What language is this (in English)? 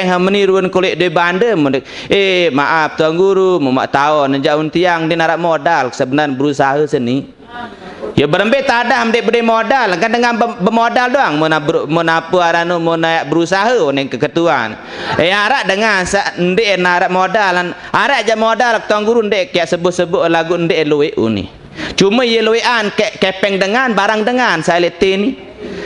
Sasak